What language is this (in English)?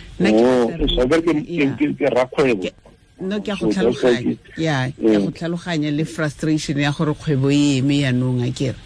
Tswana